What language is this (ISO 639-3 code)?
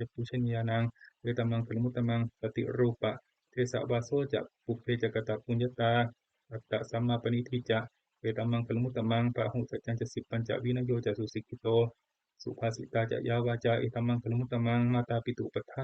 pli